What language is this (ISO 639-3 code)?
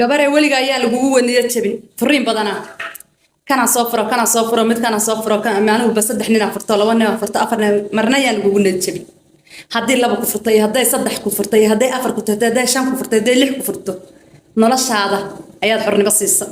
som